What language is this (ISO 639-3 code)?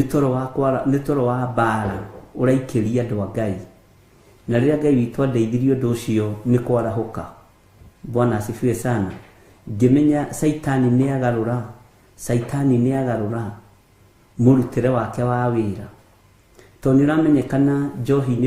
kik